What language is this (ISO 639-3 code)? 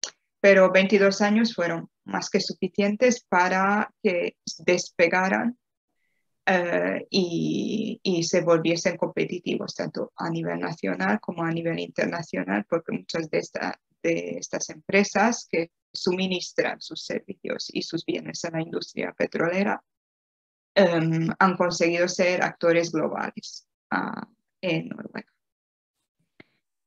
spa